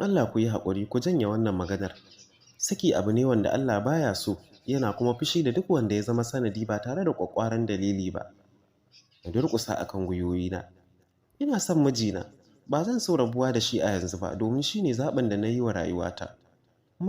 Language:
Hausa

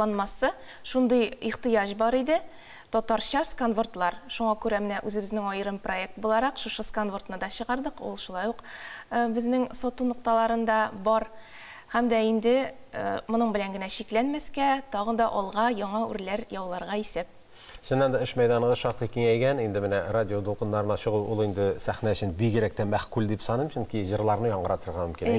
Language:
Tatar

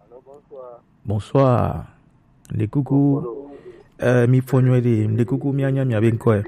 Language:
Gen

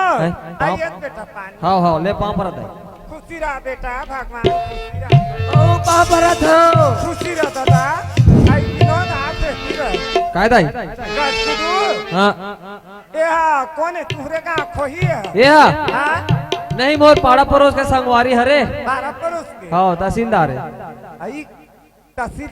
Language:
Chhattisgarhi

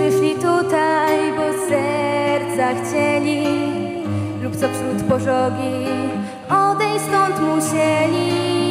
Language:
Polish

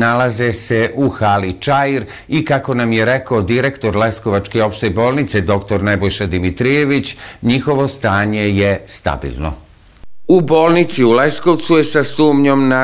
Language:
Serbian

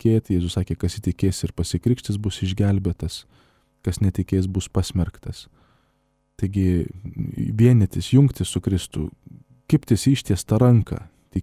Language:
Lithuanian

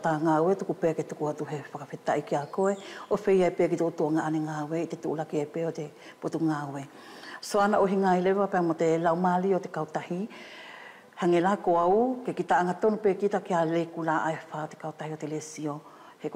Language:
Wallisian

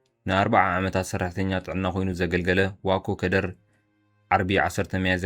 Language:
Tigrinya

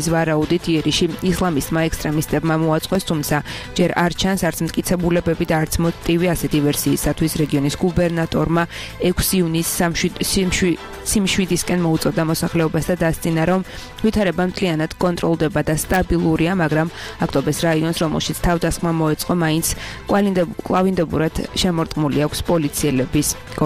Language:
Georgian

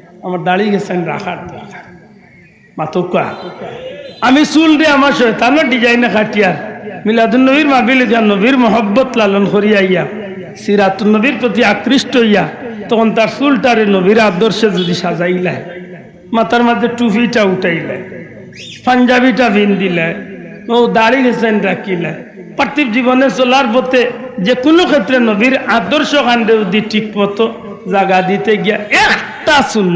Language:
Sylheti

